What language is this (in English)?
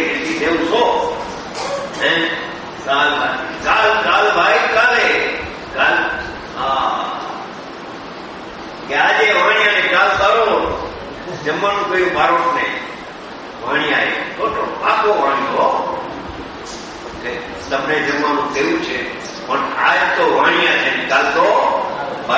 Gujarati